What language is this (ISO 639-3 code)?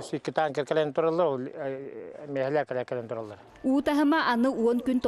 sah